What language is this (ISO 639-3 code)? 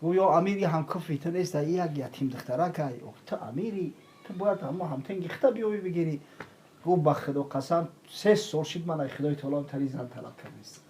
tgk